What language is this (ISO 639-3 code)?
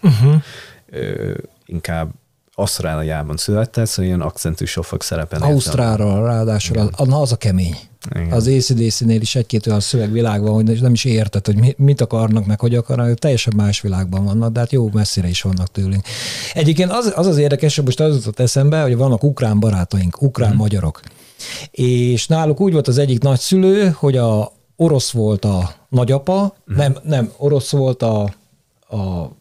hun